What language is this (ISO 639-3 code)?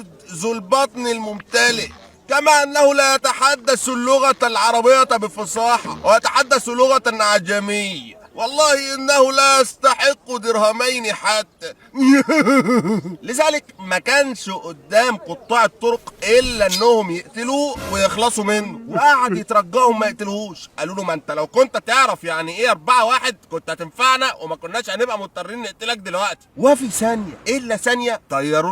arz